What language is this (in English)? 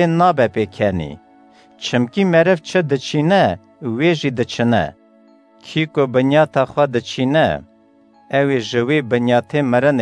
Kurdish